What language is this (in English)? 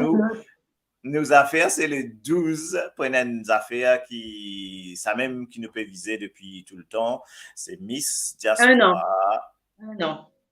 Morisyen